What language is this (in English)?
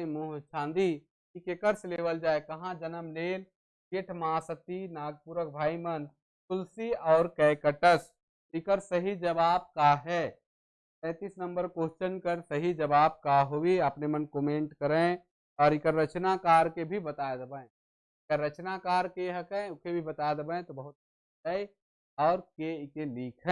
Sadri